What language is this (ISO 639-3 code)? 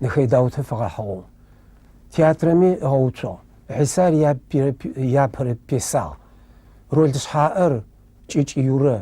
ady